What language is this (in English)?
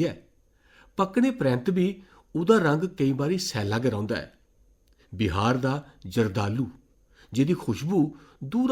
Dogri